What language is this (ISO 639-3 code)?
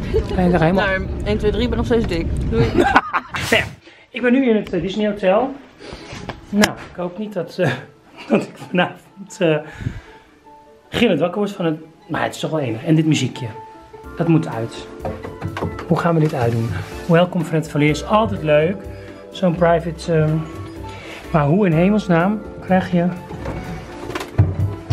nld